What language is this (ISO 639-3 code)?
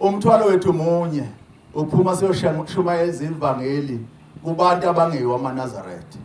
zul